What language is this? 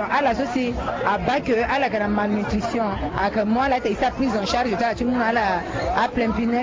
Sango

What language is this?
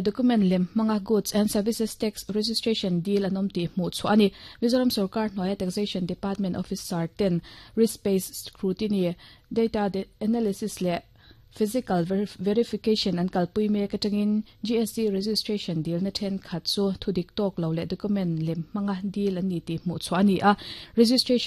Mizo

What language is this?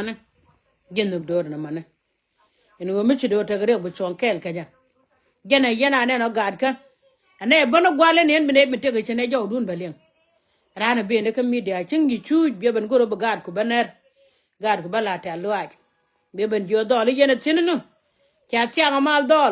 Nuer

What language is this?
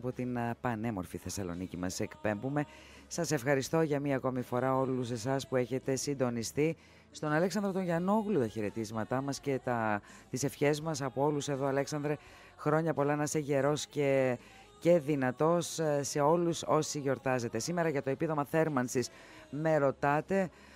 Greek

